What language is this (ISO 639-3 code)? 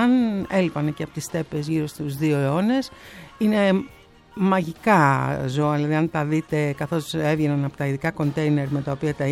ell